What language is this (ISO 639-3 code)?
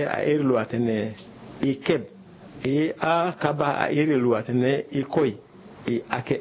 sag